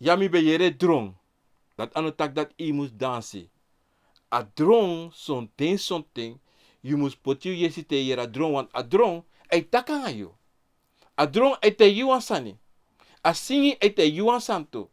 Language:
Sranan Tongo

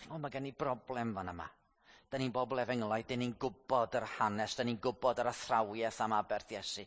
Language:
Welsh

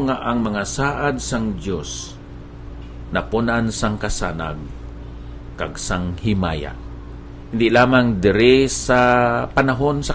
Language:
Hiligaynon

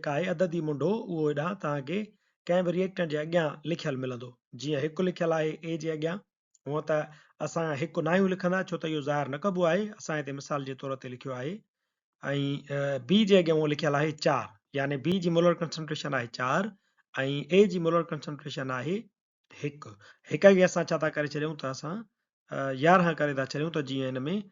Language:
Sindhi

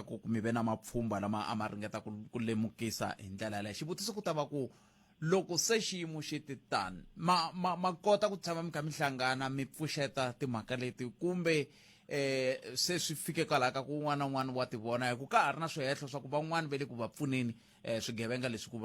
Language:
Tsonga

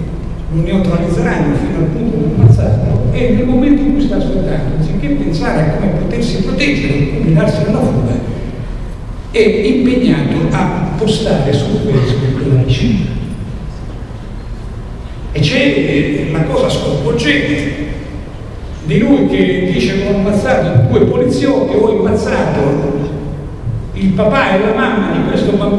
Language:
Italian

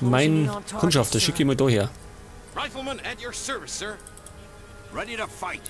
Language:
Bavarian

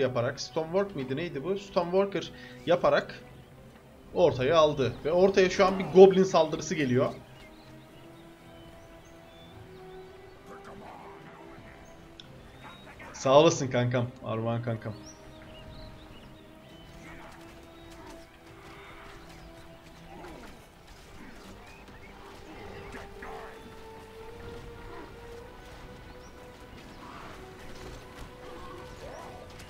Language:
Turkish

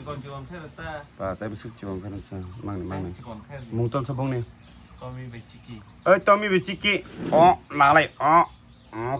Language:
Kok Borok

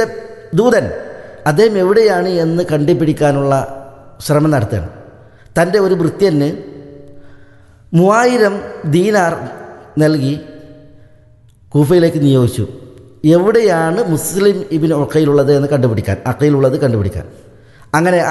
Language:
Malayalam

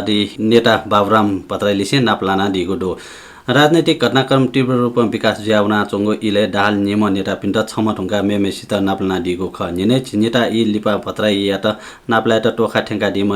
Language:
Newari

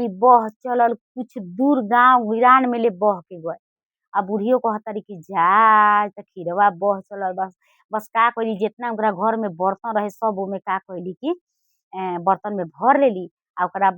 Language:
Bhojpuri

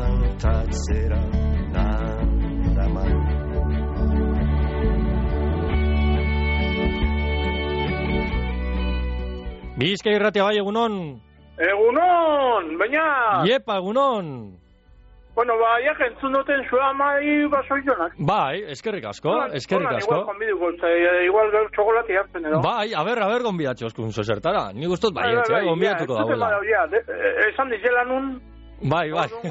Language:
Basque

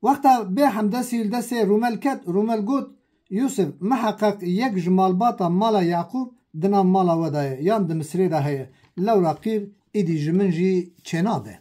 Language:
Kurdish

